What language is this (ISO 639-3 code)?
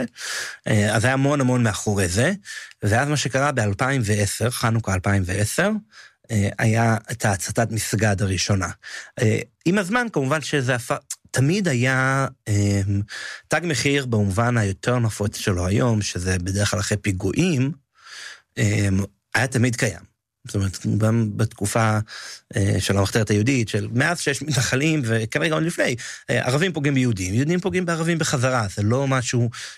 heb